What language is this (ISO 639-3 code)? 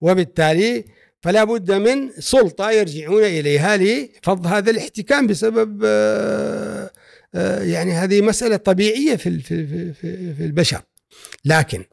afb